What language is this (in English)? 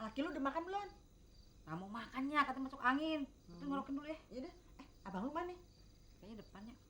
Betawi